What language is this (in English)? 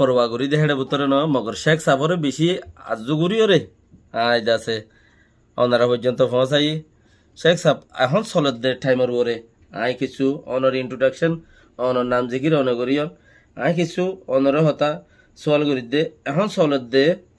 Rohingya